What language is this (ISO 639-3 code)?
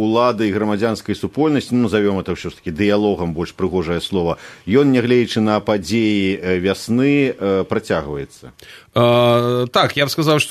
bel